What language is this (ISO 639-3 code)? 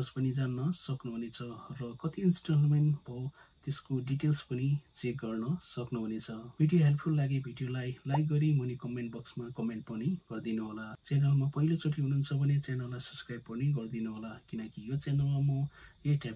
nep